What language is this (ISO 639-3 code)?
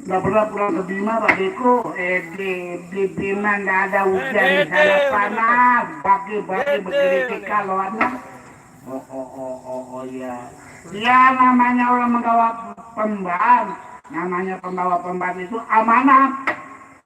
sas